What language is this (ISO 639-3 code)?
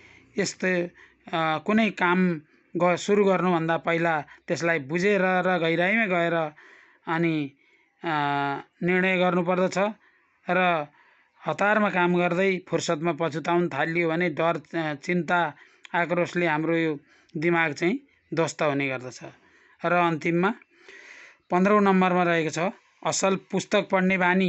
nep